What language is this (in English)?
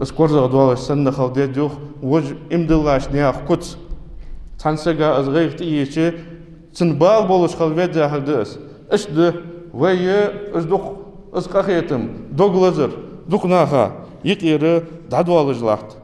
Ingush